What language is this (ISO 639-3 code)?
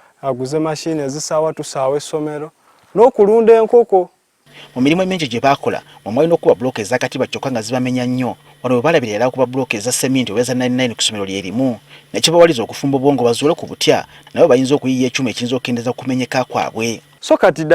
lug